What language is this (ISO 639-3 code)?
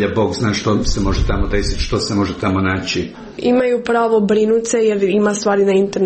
hrv